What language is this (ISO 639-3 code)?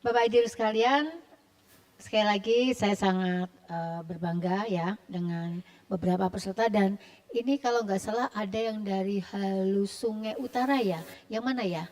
bjn